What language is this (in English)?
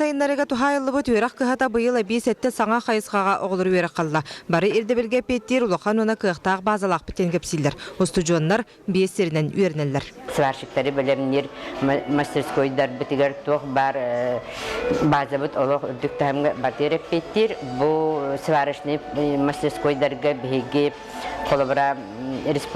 Yakut